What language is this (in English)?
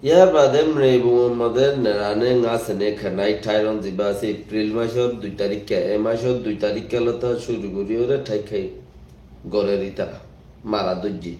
Rohingya